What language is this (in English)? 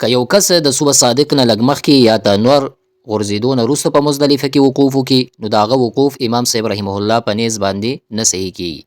Pashto